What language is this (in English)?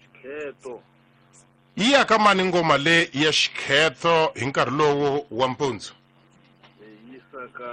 Tsonga